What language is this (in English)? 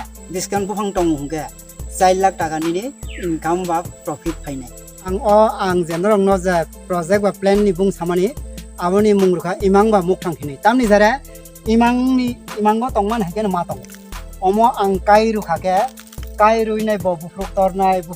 Kok Borok